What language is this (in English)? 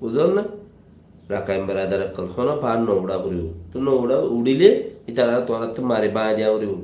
Rohingya